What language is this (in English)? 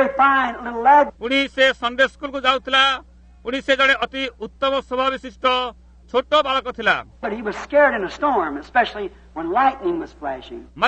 Odia